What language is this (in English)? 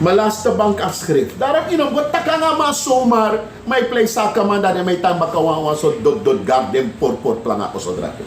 Sranan Tongo